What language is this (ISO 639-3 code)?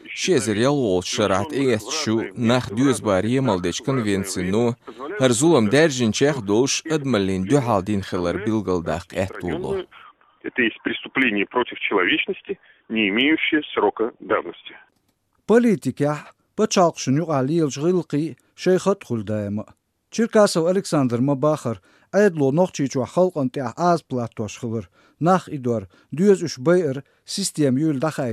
che